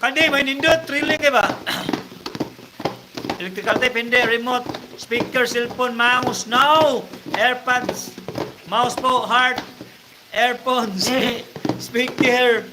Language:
Cebuano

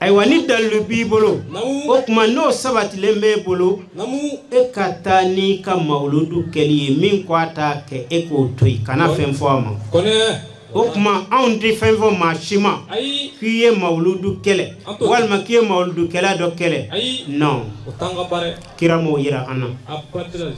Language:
Bambara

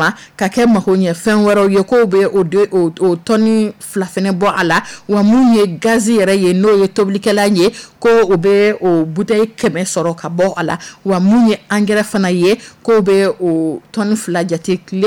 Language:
Dyula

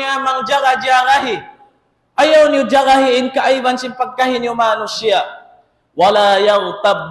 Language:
Tausug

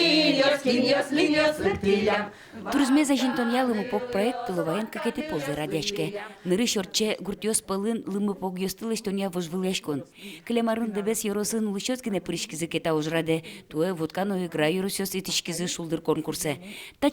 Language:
Udmurt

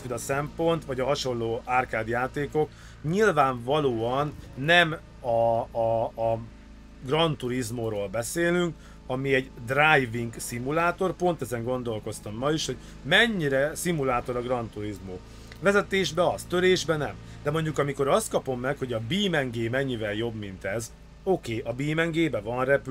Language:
Hungarian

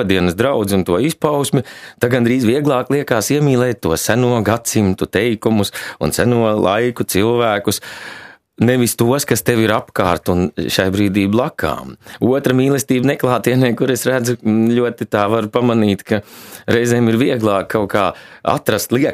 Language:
Latvian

